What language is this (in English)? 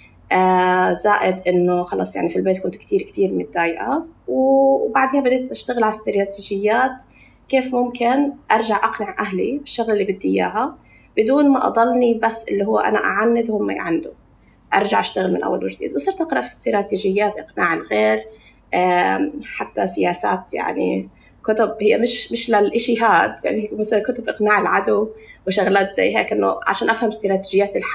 North Levantine Arabic